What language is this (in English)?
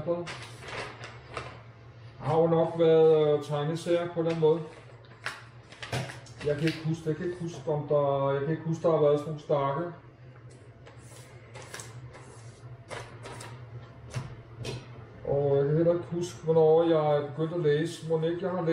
Danish